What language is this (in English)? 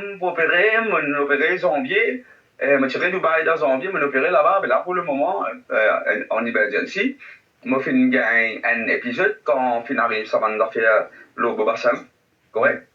Morisyen